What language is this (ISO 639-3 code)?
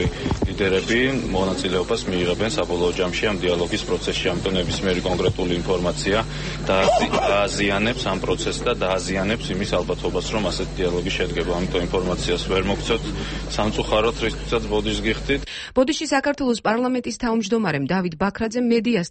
kat